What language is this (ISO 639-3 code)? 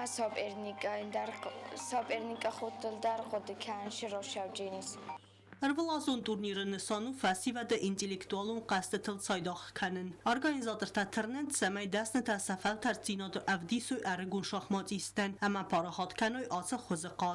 oss